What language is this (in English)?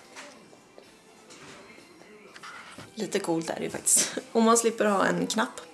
Swedish